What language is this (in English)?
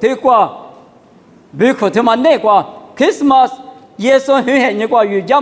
Lisu